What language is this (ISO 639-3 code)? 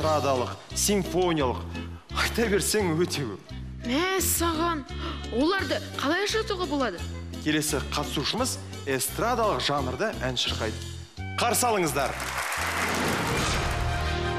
kaz